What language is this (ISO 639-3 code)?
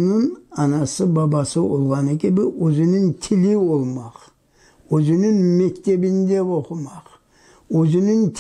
crh